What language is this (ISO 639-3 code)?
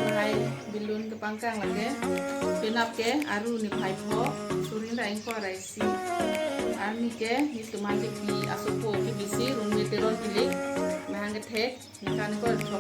mjw